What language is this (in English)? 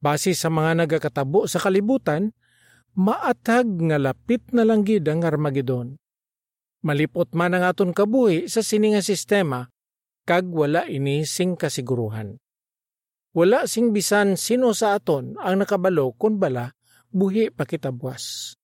Hiligaynon